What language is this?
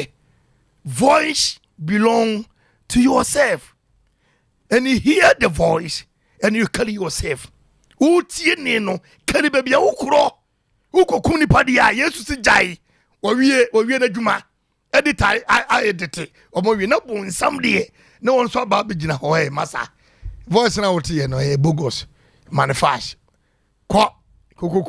Akan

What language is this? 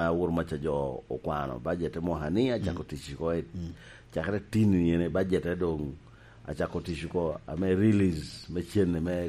Lango (Uganda)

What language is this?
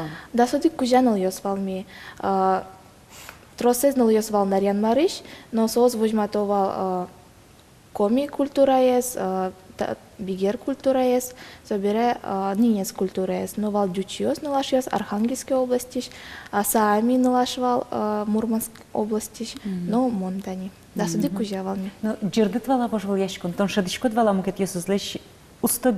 Udmurt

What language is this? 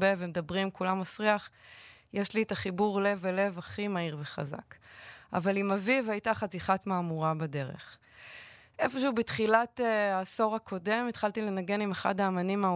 Hebrew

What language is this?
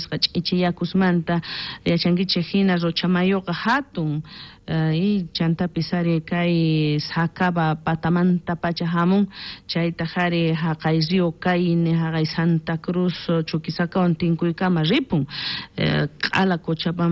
South Bolivian Quechua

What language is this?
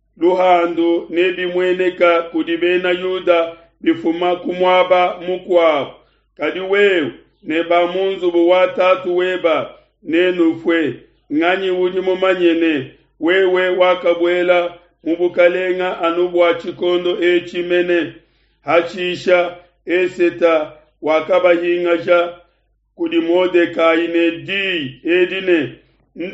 Luba-Lulua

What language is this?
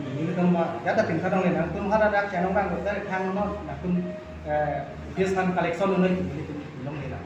Karbi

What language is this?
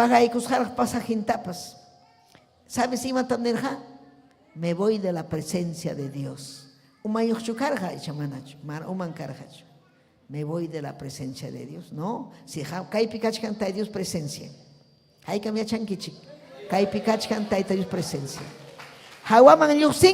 Ayacucho Quechua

